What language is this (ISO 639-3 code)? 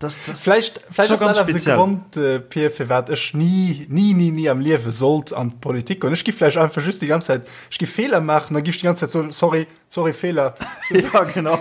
ltz